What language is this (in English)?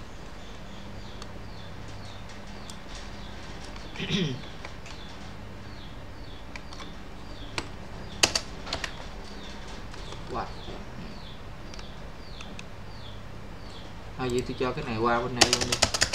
Vietnamese